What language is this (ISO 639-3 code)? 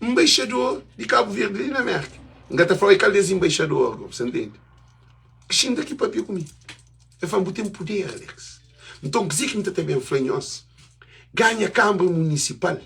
kea